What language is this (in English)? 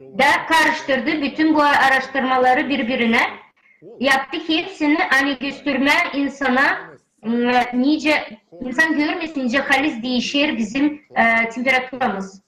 Gagauz